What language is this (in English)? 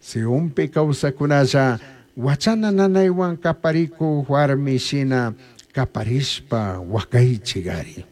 Chimborazo Highland Quichua